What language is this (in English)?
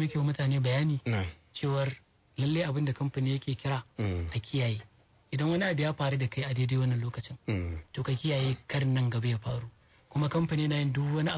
Hausa